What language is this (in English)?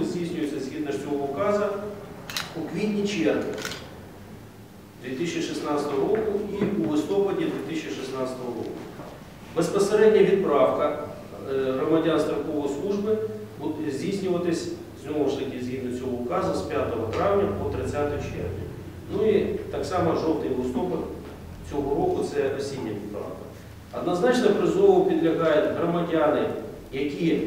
Ukrainian